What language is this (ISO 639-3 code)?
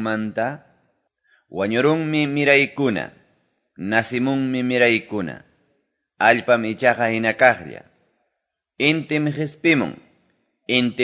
que